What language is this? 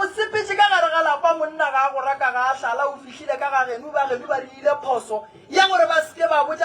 Northern Sotho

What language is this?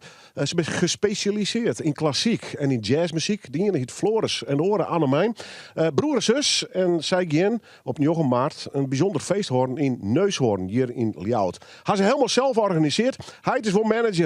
Western Frisian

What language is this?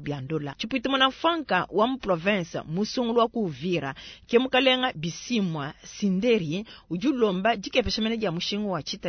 Luba-Lulua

